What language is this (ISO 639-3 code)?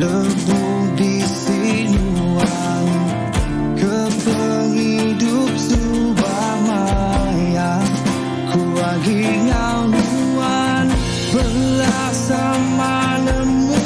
iba